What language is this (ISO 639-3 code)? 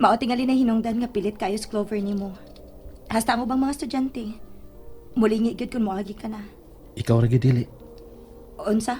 ceb